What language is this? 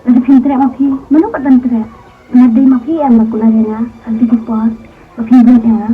Khasi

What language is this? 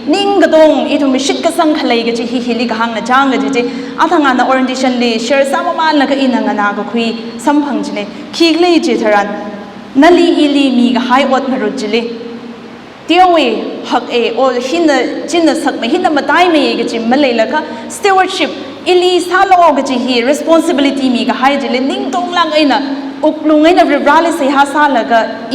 Tangkhul Naga (India)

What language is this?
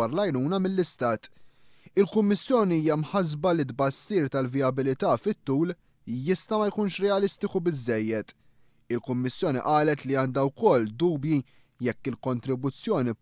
Maltese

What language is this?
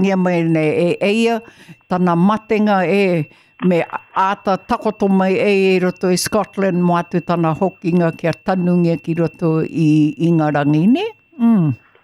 Māori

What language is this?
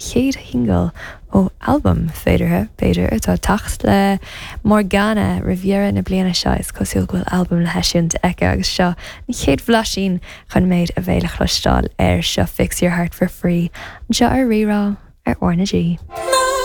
Irish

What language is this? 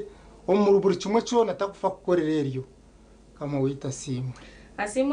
Nyankole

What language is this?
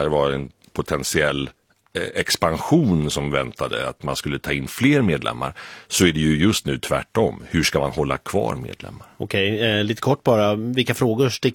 Swedish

